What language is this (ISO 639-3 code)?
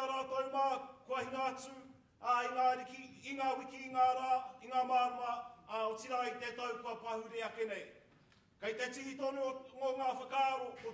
mri